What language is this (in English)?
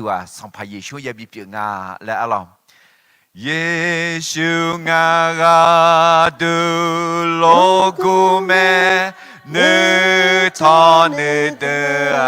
Akha